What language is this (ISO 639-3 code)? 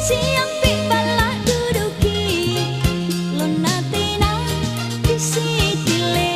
mak